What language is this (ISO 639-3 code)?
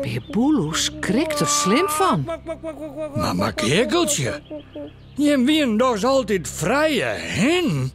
fry